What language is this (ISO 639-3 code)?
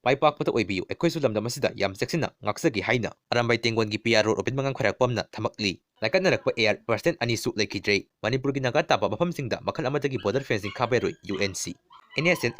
mni